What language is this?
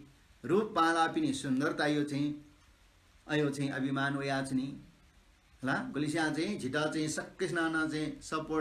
Newari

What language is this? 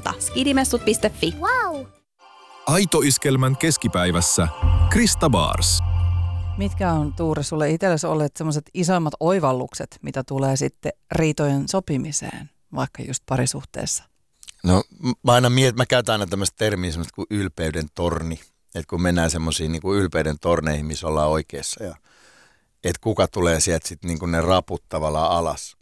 Finnish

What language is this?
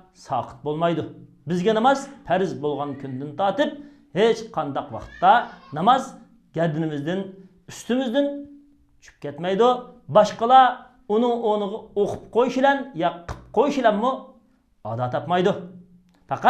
Uyghur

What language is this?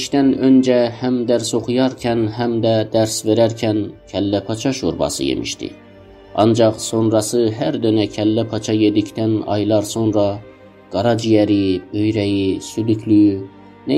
South Azerbaijani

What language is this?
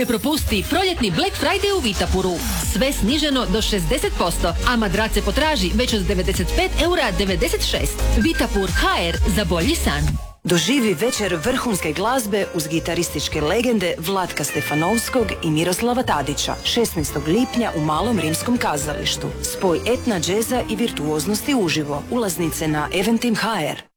Croatian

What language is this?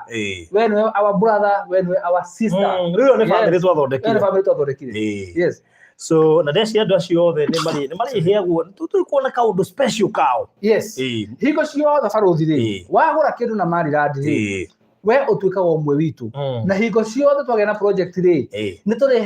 Kikuyu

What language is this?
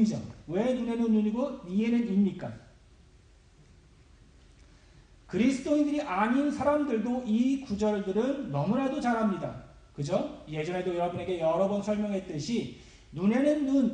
Korean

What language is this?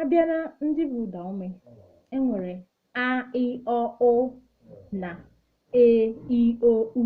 Igbo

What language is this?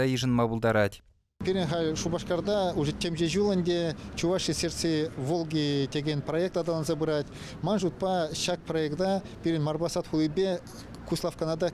Chuvash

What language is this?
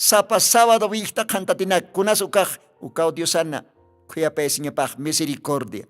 Aymara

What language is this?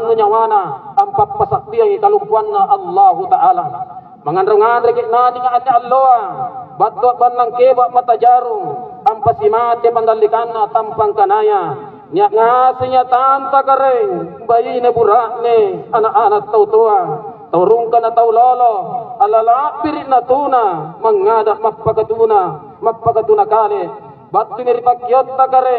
Makasar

